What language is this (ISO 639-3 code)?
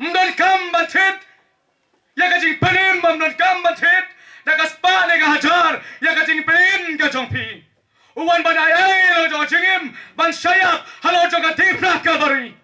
kha